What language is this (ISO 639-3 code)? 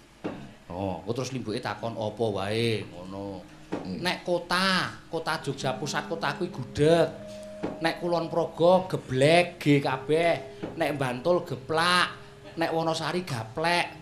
jav